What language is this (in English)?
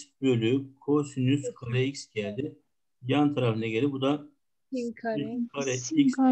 Turkish